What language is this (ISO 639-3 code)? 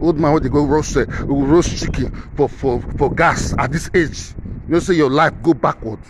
pcm